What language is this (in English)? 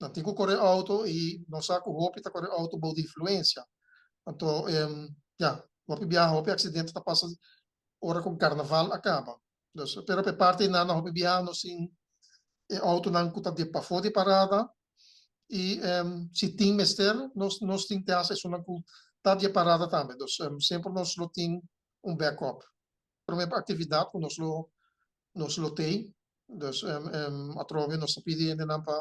Papiamento